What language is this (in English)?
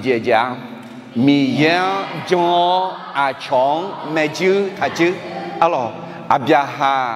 Akha